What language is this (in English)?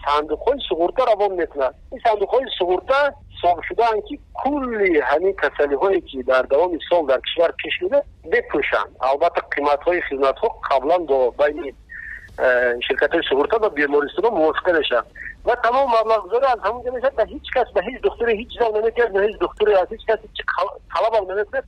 Persian